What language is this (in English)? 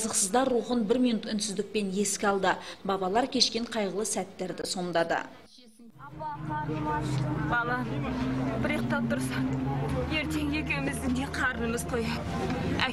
Kazakh